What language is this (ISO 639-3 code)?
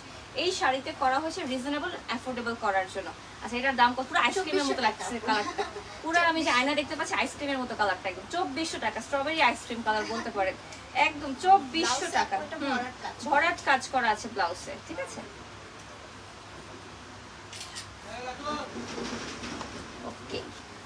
ben